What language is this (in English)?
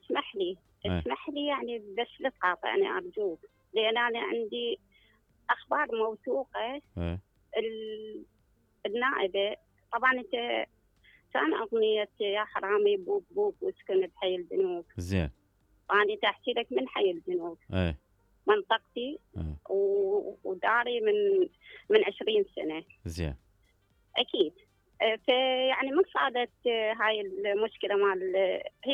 Mesopotamian Arabic